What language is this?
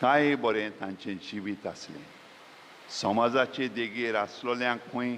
Konkani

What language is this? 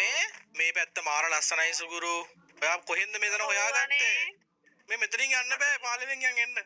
Sinhala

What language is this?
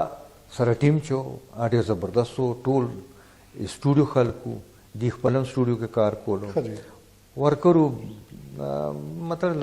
Pashto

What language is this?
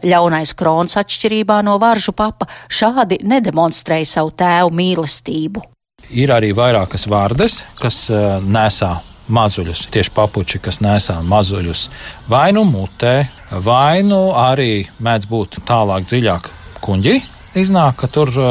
Latvian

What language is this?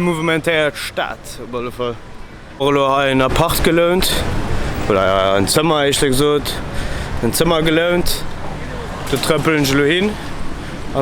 Luxembourgish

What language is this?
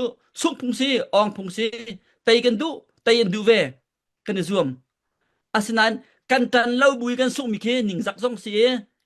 Falam Chin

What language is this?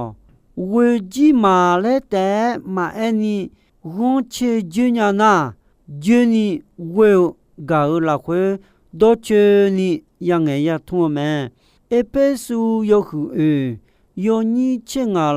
Akha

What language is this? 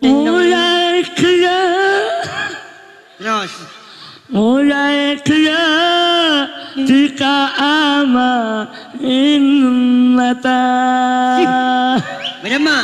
Madurese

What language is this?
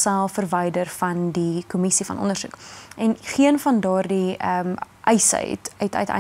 Afrikaans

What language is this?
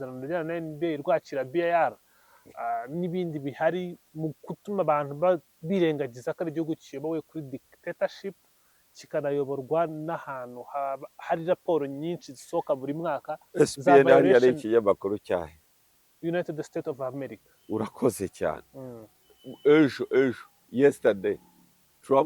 Kinyarwanda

